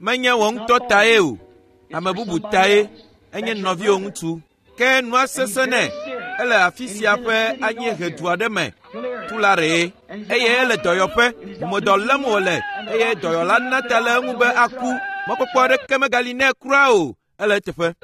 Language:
Ewe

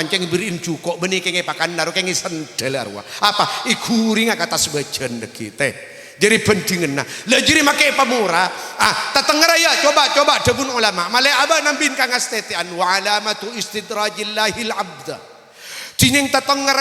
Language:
Madurese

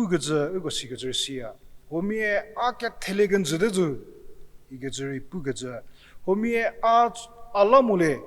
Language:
Angami Naga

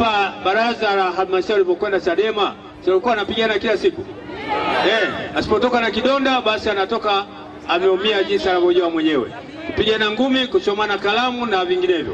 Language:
Swahili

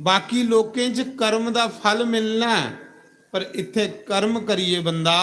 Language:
Dogri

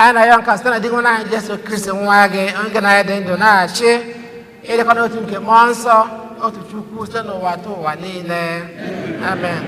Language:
Igbo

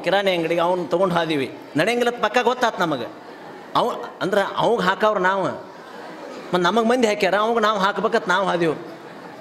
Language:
Kannada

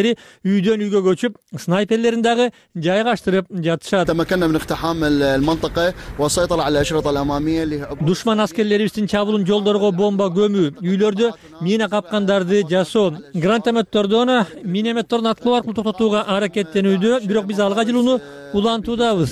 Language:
Kyrgyz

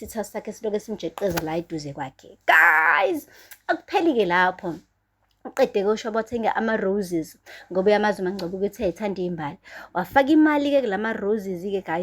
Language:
Zulu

